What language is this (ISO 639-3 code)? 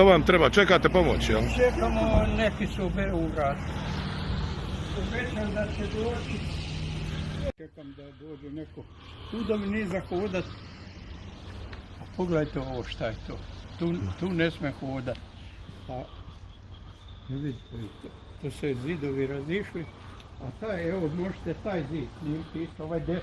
hrv